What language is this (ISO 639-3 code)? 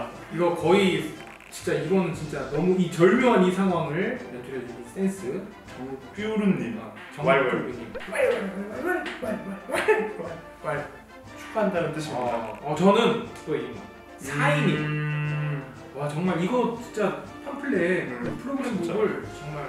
kor